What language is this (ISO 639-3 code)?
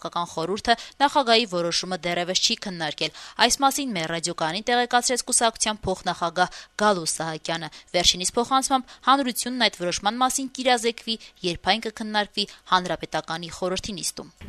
hye